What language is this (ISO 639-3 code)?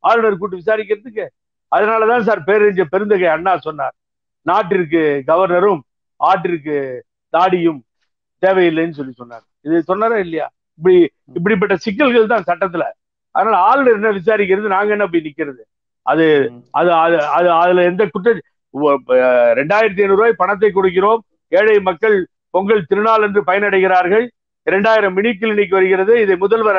tam